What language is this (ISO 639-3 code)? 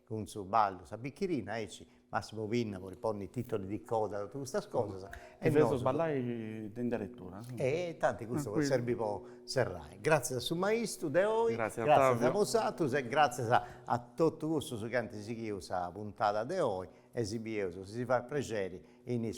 srd